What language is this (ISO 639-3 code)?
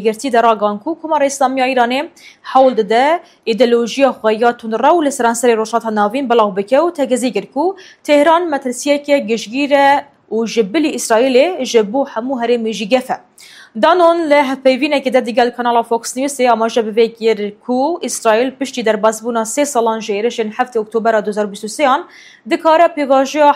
kur